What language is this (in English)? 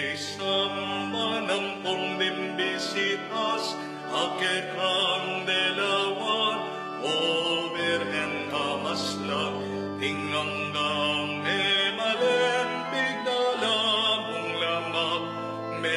Pampanga